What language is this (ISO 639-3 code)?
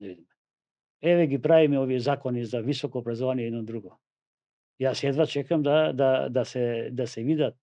mkd